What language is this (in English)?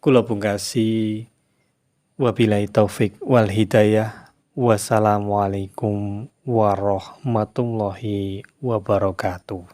Javanese